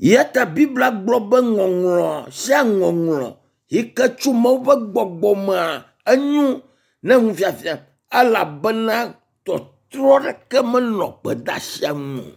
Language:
Ewe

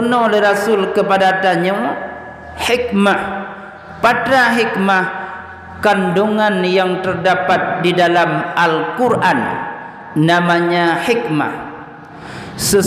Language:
Achinese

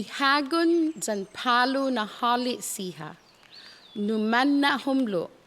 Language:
Chamorro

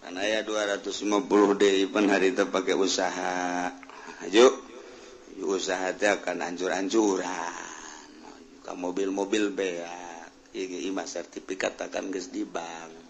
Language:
Sundanese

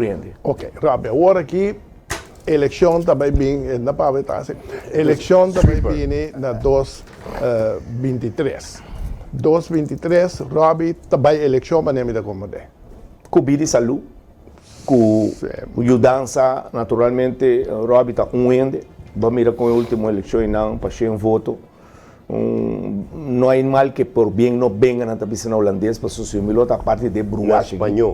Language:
Papiamento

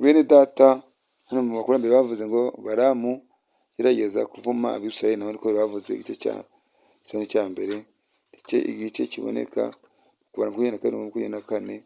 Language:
Kinyarwanda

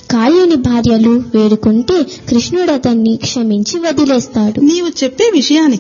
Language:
Telugu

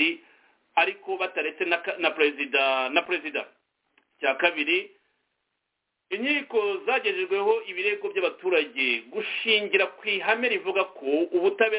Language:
Kinyarwanda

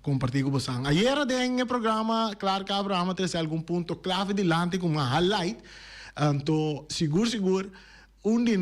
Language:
Papiamento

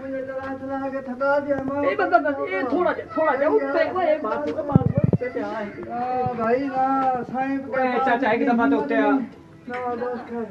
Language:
Saraiki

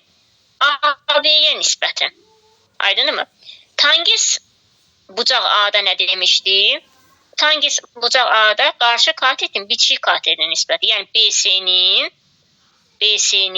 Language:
Azerbaijani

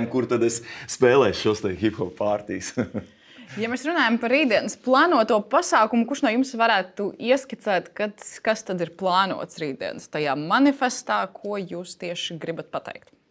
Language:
Latvian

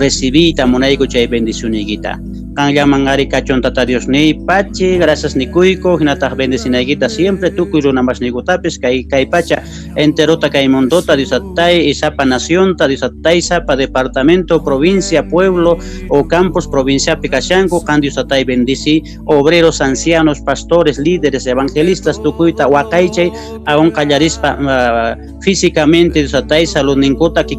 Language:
Quechua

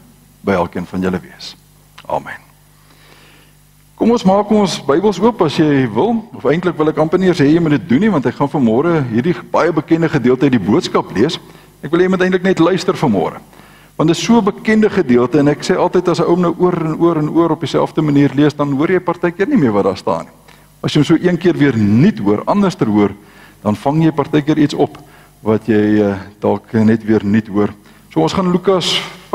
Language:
Afrikaans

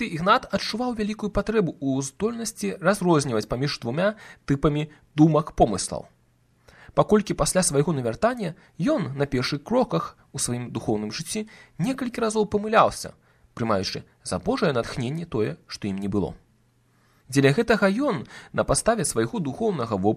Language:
Belarusian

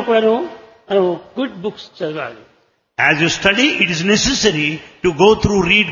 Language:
Telugu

